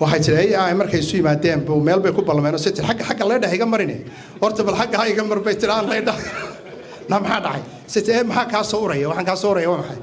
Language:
Somali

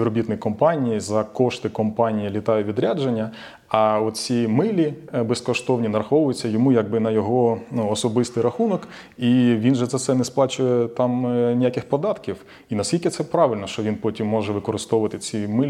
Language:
Ukrainian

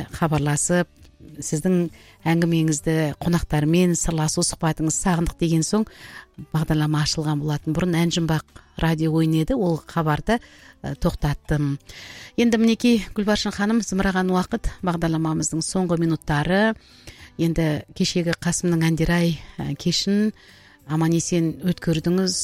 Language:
Kazakh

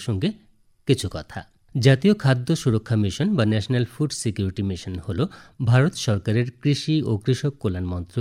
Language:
Bangla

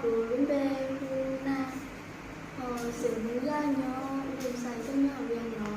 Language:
Hmong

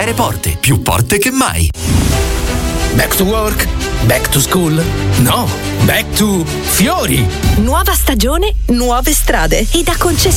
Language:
Italian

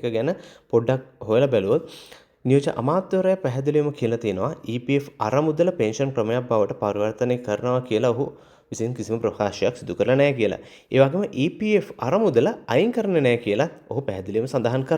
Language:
Sinhala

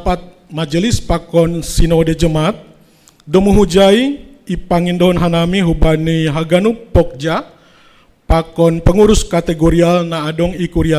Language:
Batak Simalungun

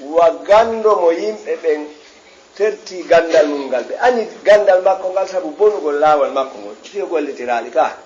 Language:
Fula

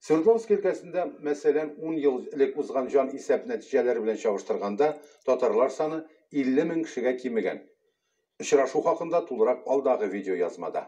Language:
Tatar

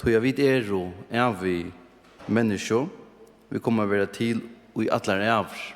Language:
Faroese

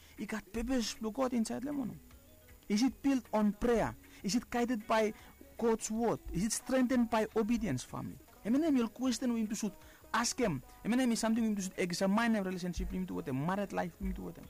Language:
Bislama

